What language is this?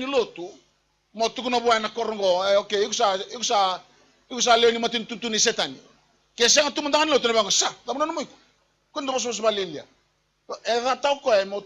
Fijian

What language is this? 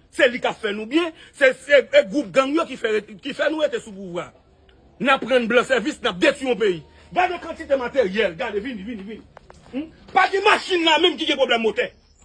Haitian Creole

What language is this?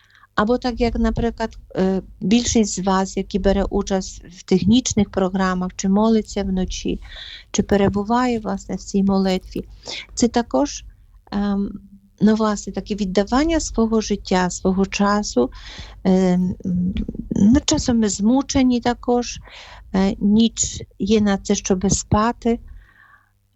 Ukrainian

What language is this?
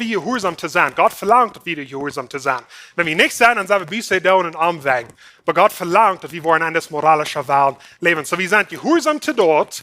Plautdietsch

